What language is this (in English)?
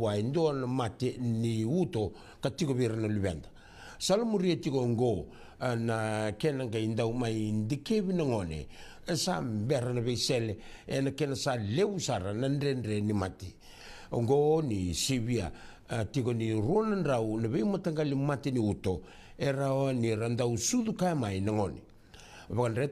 Fijian